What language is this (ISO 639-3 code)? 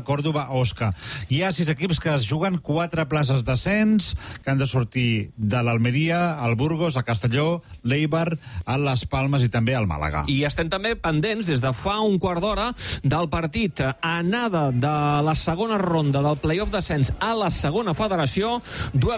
cat